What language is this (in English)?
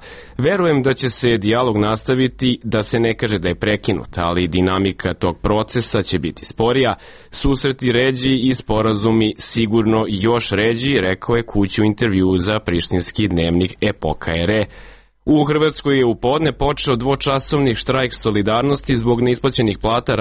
Serbian